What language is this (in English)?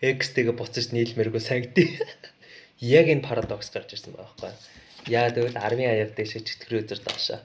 Mongolian